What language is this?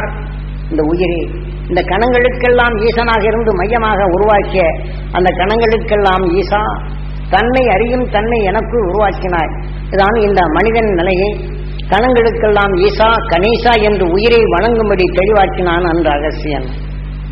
Tamil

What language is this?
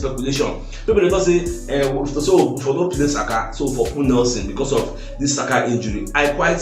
Nigerian Pidgin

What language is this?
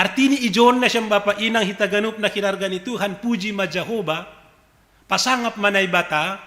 Batak Simalungun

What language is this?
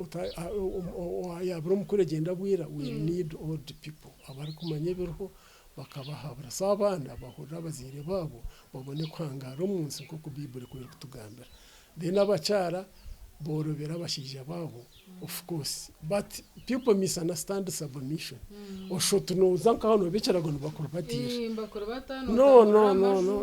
Nyankole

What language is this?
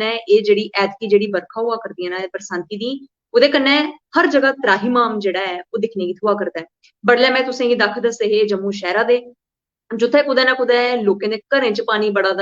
Dogri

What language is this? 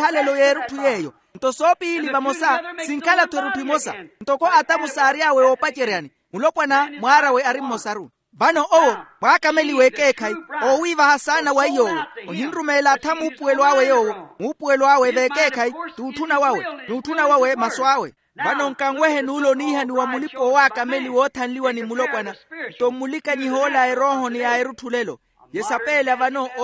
Makhuwa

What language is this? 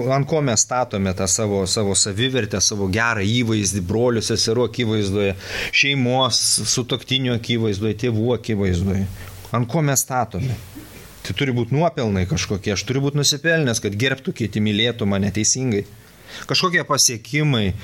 Lithuanian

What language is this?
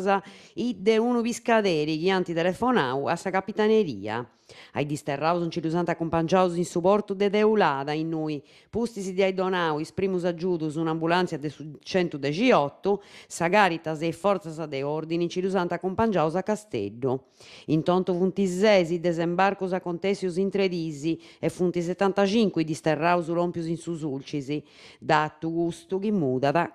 Sardinian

